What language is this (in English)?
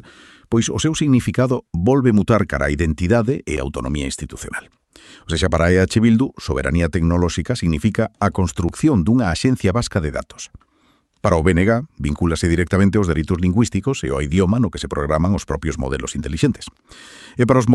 Galician